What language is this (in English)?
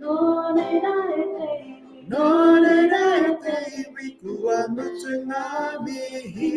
Māori